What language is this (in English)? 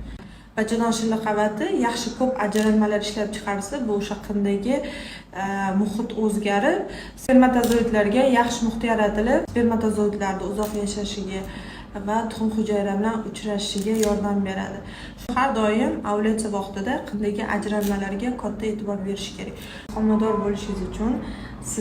Uzbek